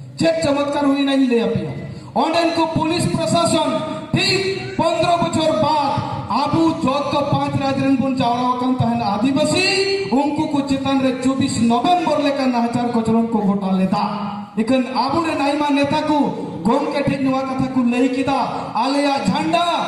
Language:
Santali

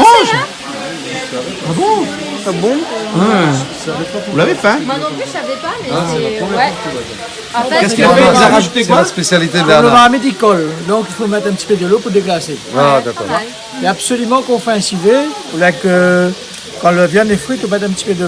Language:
Réunion Creole French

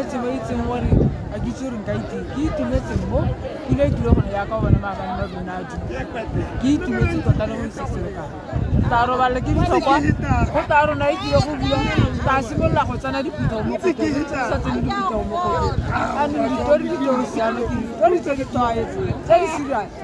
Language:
Tswana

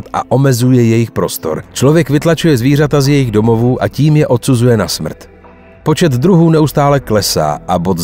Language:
Czech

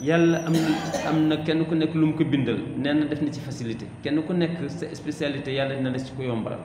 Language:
Wolof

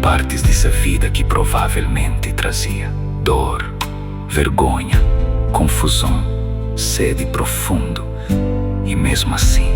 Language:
Kabuverdianu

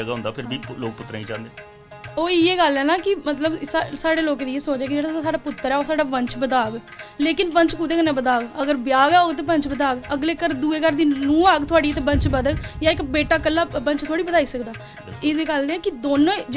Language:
Dogri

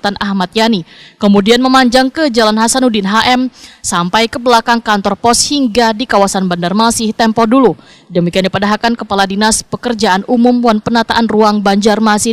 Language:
Banjar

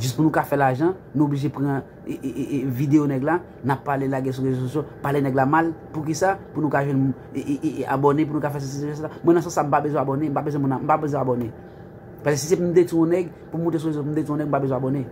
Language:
Haitian Creole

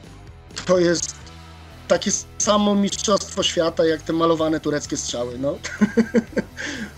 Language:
Polish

